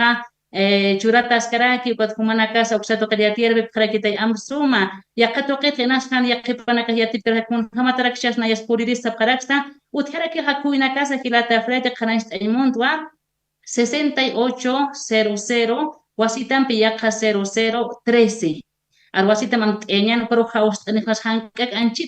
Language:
Aymara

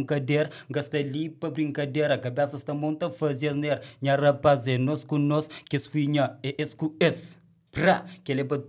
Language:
Kabuverdianu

